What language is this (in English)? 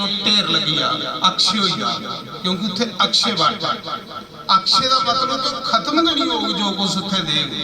Dogri